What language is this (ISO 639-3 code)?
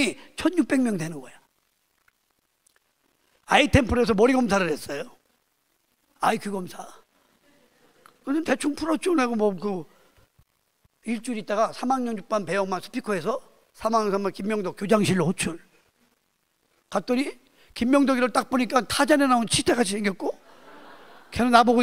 kor